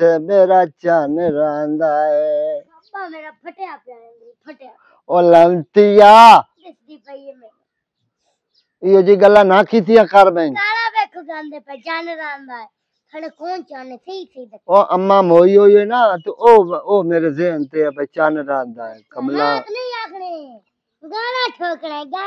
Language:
Punjabi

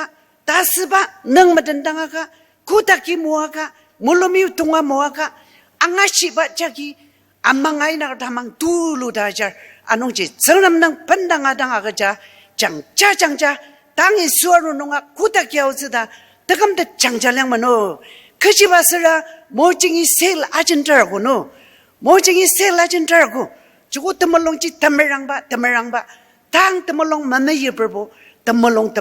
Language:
Ao Naga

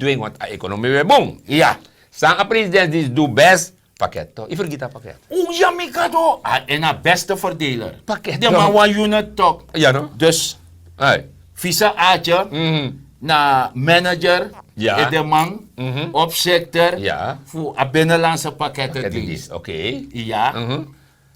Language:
Sranan Tongo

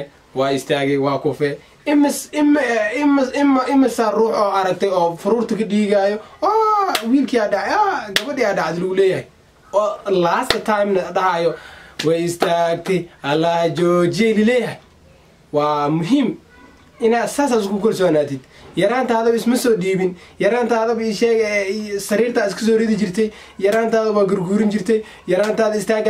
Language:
Somali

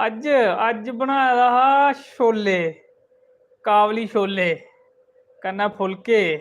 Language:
Dogri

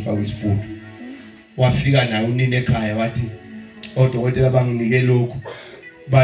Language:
Zulu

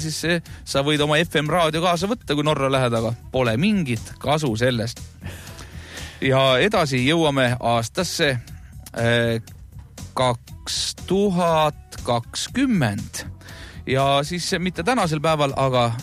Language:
Estonian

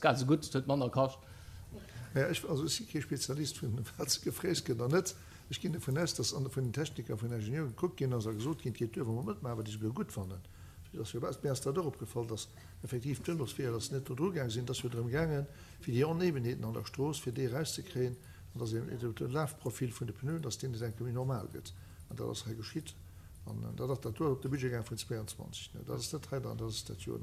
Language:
Luxembourgish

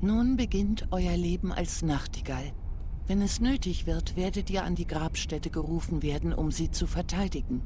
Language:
Swiss German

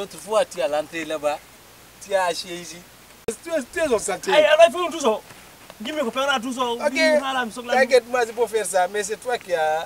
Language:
Fula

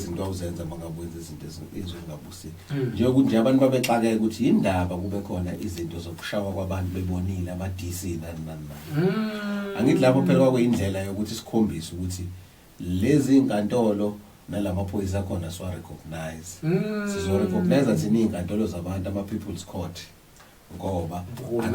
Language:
Zulu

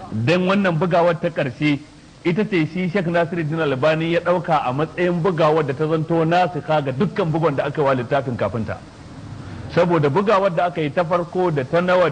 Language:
Hausa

